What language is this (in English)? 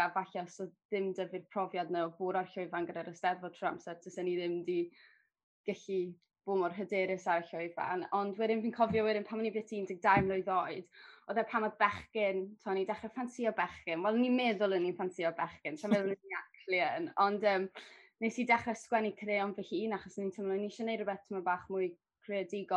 Welsh